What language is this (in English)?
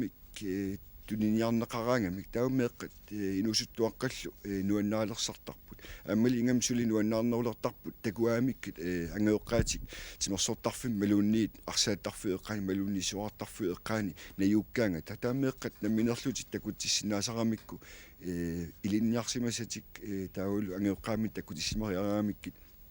Kalaallisut